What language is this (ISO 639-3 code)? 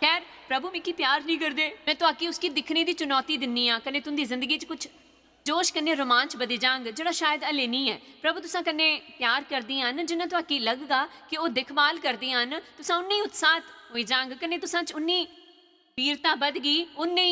doi